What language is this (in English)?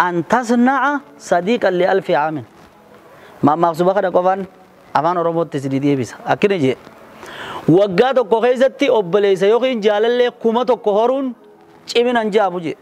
Oromo